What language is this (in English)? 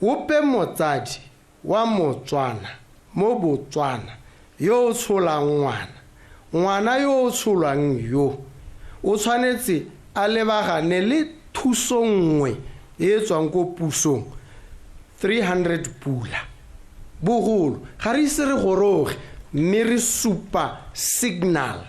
Tswana